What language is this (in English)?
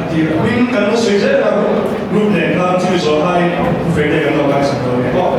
Mizo